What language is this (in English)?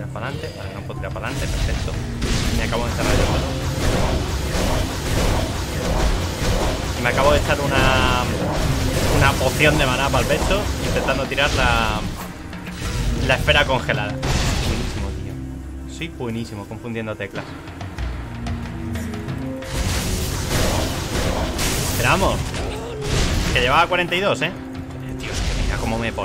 Spanish